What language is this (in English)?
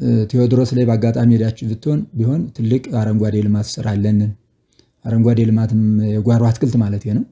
Amharic